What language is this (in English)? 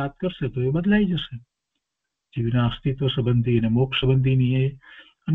Gujarati